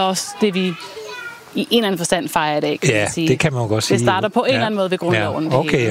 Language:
Danish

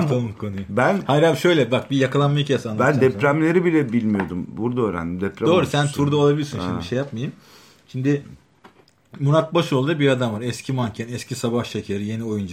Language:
Turkish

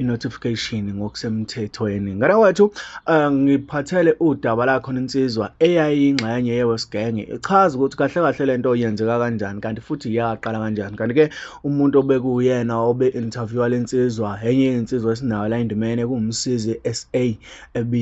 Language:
Zulu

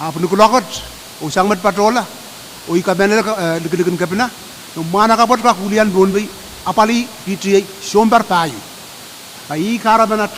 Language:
Pohnpeian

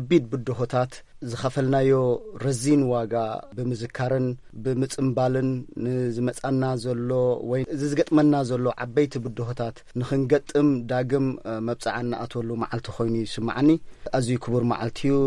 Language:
Tigrinya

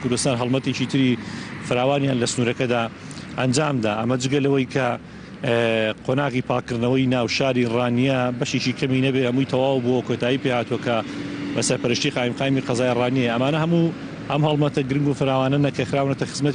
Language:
Central Kurdish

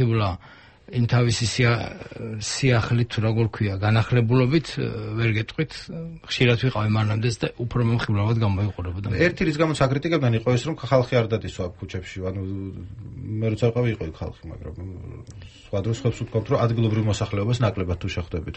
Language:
Georgian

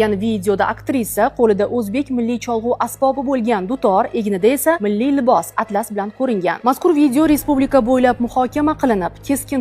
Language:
Uzbek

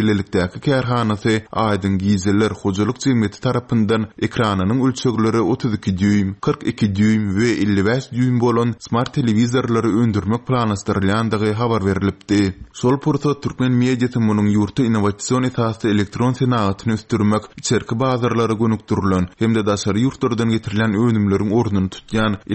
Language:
Turkmen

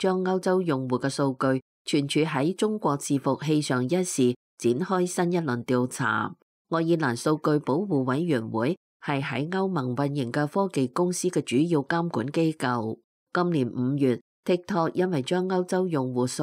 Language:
Cantonese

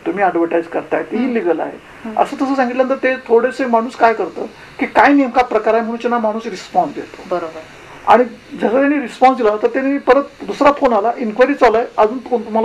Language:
Marathi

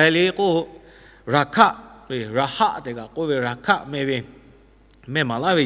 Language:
Lahu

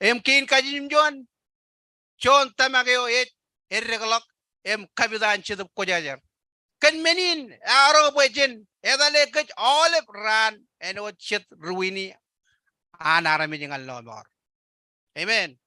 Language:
Marshallese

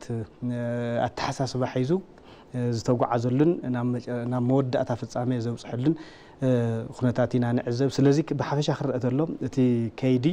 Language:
Tigrinya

